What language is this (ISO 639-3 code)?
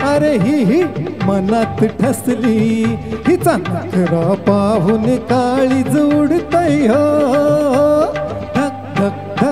mar